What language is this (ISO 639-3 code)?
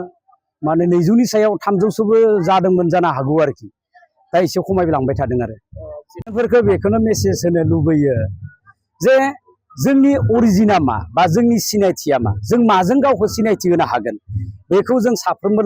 brx